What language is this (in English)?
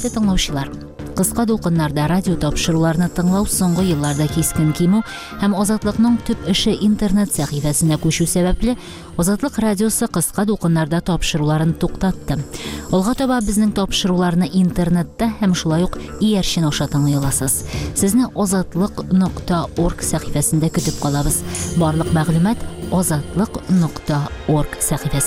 Tatar